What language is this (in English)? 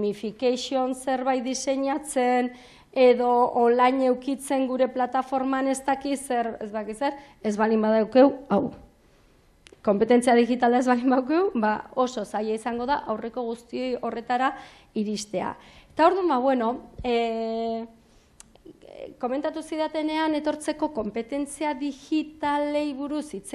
Basque